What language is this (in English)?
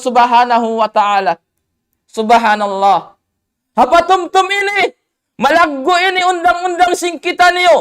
Tausug